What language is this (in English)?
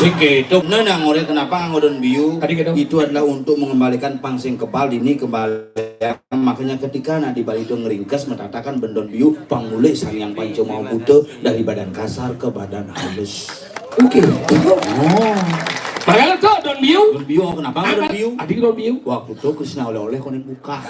Balinese